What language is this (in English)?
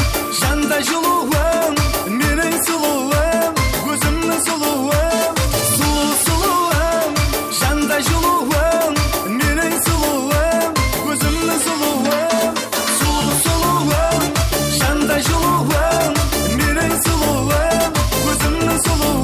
Kara-Kalpak